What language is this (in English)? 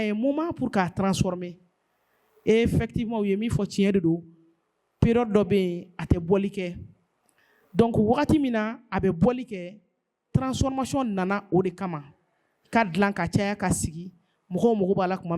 Bambara